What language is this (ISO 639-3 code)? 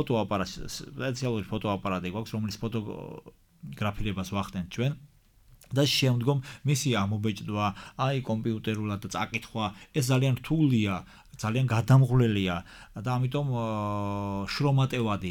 kat